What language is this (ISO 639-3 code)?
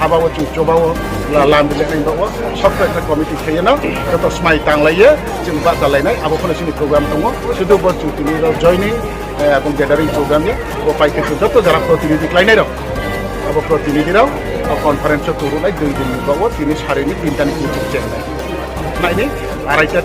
ria